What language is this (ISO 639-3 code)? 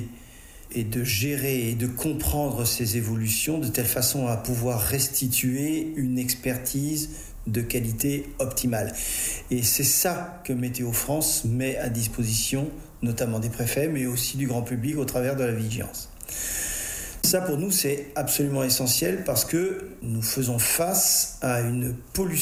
fra